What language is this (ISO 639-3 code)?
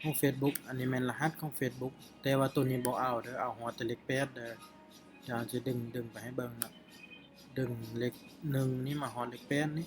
lao